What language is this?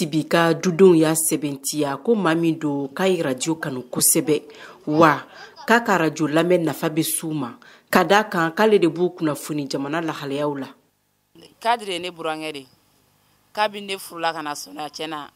Bambara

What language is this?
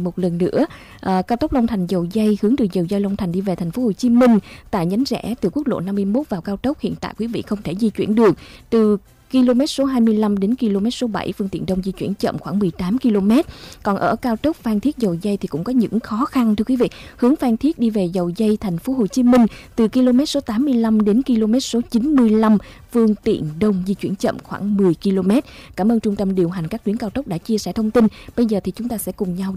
Vietnamese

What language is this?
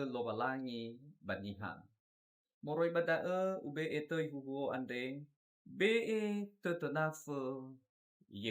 Nias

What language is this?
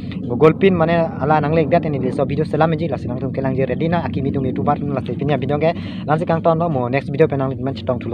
Karbi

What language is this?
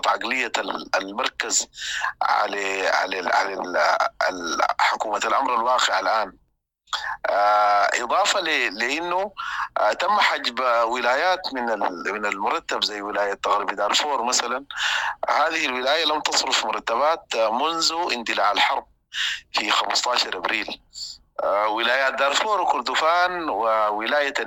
Sudanese Arabic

